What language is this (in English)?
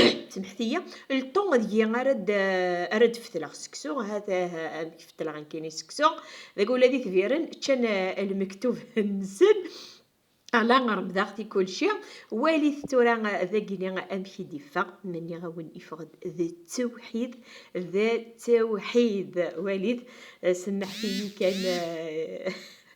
Kabyle